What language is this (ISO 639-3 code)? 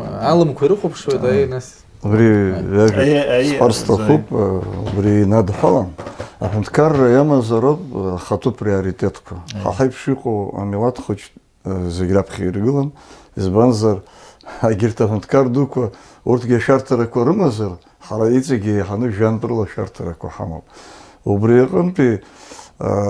abk